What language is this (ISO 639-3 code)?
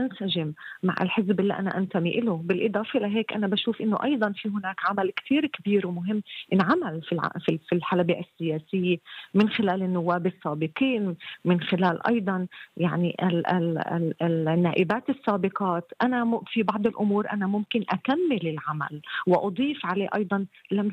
apc